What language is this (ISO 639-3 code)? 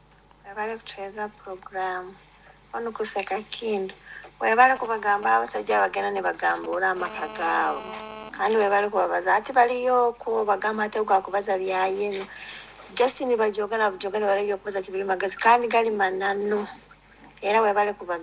nyn